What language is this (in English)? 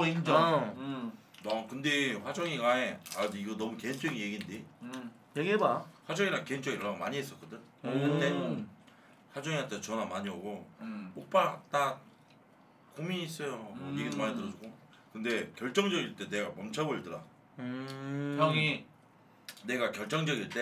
Korean